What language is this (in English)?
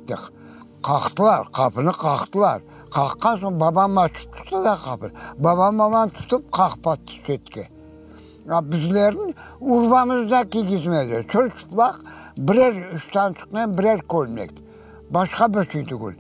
Crimean Tatar